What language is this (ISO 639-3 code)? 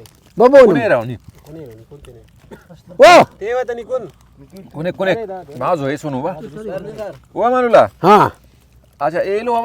brh